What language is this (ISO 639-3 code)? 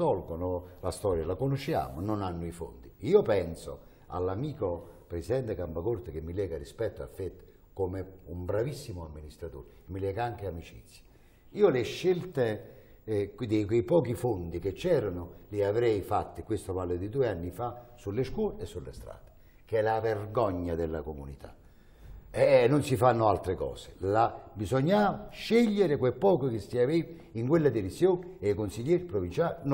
ita